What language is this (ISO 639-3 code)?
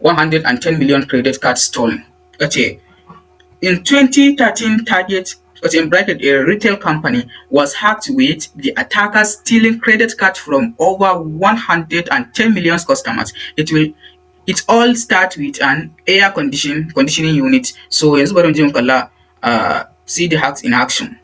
hau